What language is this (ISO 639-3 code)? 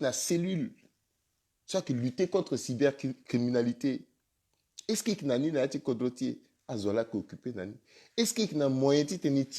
sag